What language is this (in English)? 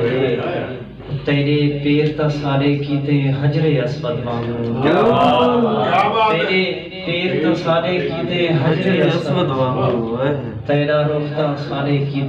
Saraiki